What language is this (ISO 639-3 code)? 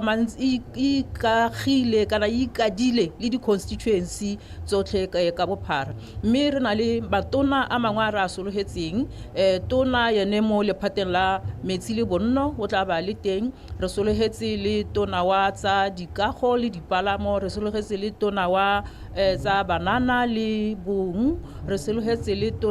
tsn